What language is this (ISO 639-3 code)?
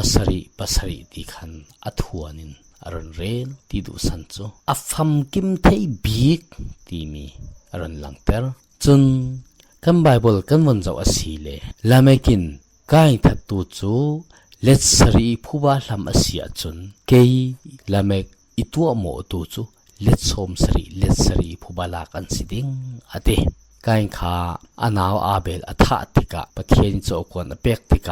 cfm